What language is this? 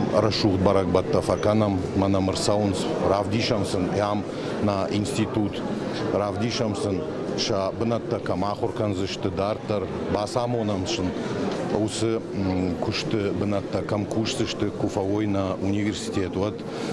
Ossetic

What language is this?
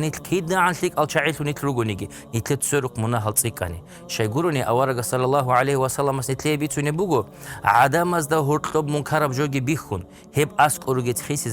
Avaric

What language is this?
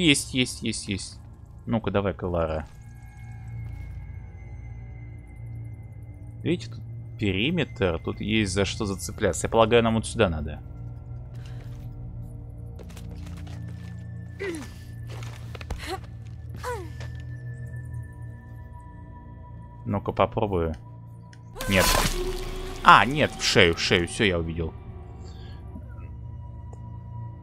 Russian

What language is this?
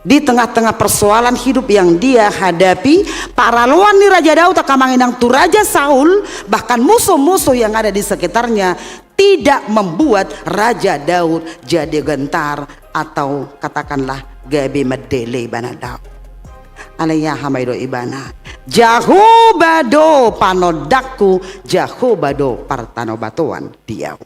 Batak Toba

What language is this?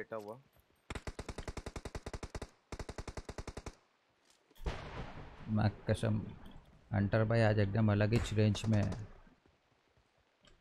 Hindi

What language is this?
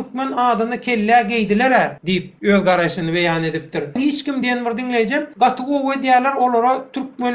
Turkmen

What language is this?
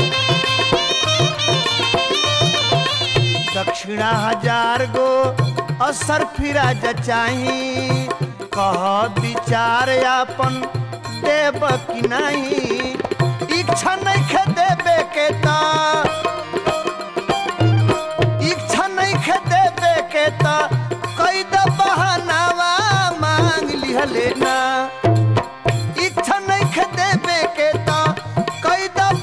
Bhojpuri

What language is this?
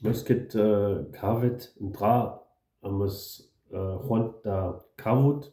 Breton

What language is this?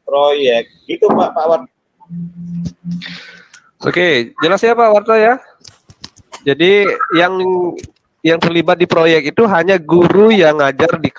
Indonesian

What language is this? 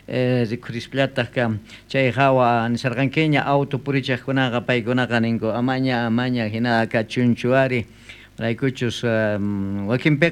South Bolivian Quechua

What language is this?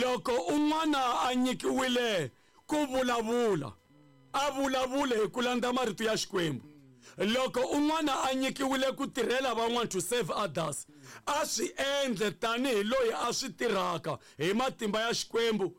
Tsonga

